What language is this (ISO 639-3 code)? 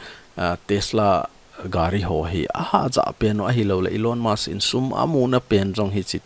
tcz